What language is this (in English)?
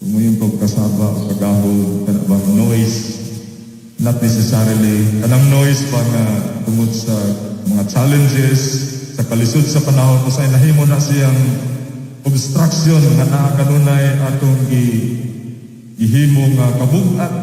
Cebuano